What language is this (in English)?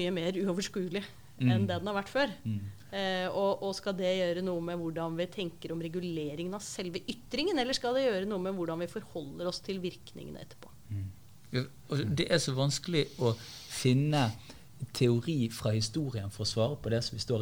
Norwegian